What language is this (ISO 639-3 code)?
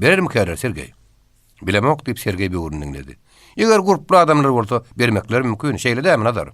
tuk